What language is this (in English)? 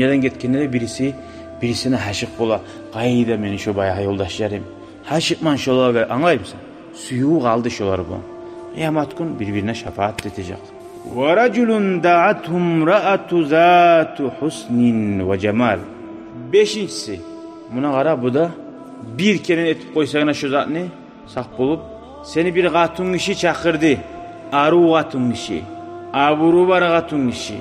Kumyk